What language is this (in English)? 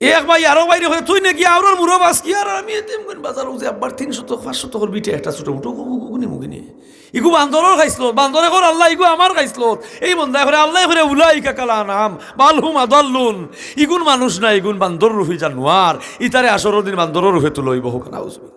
Sylheti